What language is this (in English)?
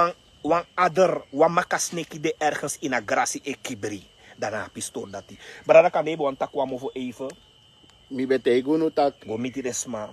Sranan Tongo